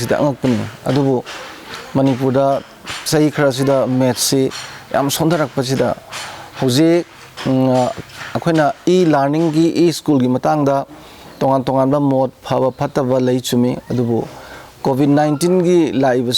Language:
Manipuri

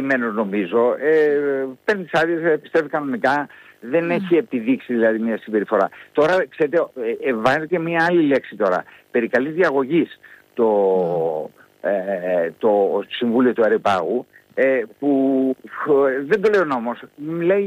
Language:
Greek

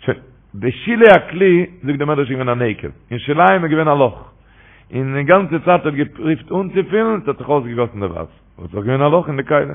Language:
Yiddish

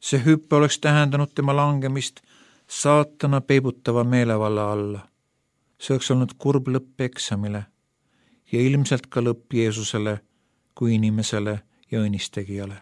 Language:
Estonian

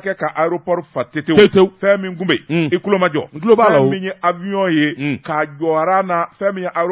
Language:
Bambara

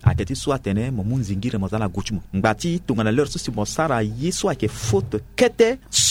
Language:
Sango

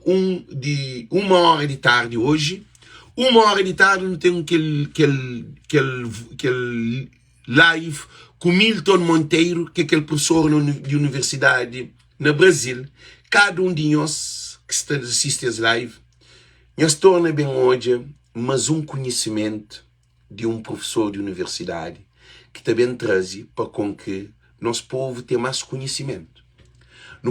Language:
Kabuverdianu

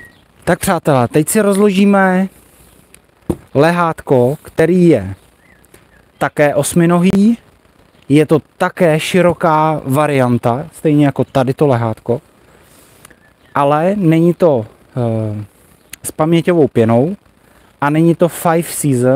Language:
Czech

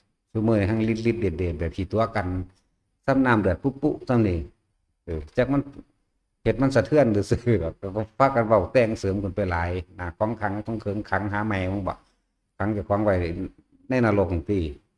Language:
Northeastern Thai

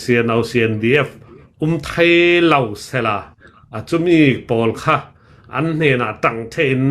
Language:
Hakha Chin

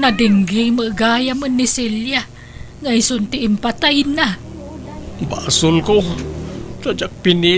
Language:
Iloko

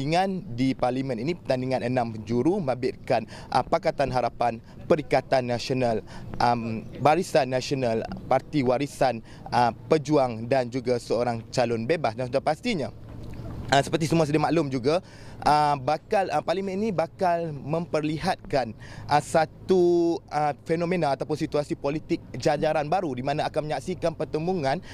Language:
Malay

